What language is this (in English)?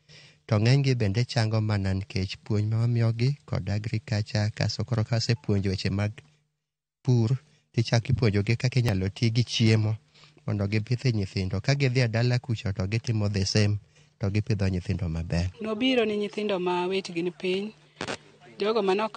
Luo (Kenya and Tanzania)